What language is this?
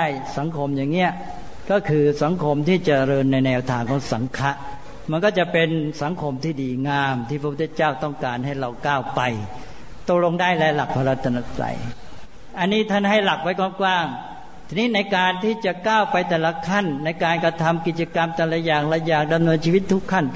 Thai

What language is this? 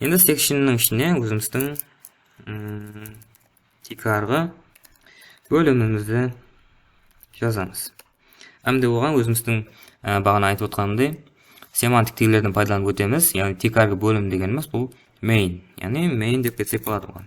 Kara-Kalpak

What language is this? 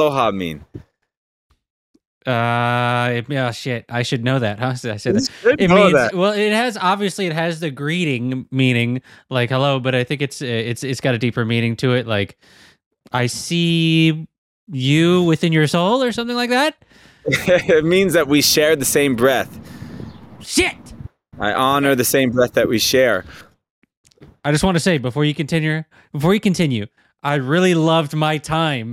English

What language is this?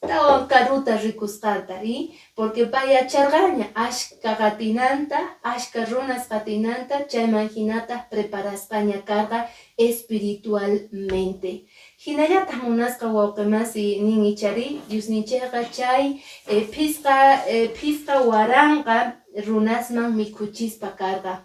Quechua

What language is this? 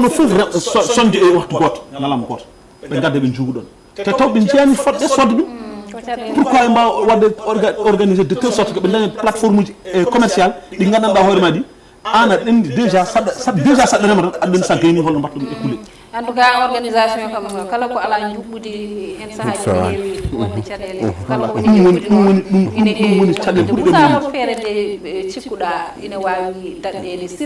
Fula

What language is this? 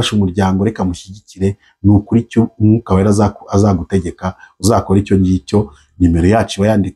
Kinyarwanda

